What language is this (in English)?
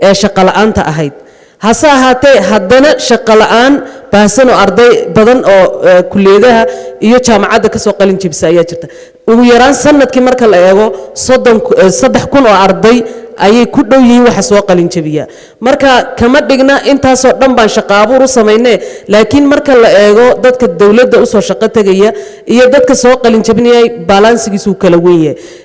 Somali